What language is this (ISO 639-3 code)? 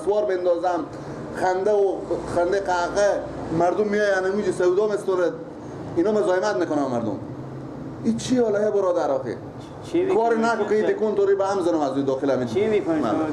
fas